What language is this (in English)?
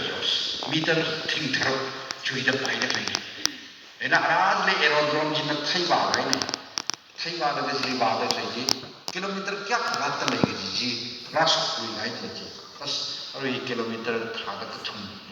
Tangkhul Naga (India)